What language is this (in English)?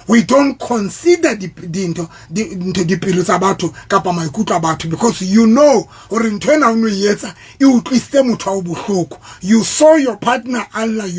Southern Sotho